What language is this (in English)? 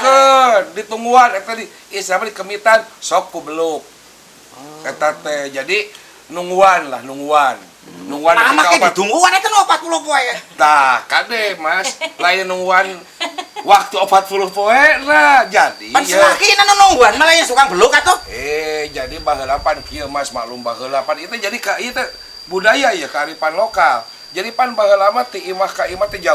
Sundanese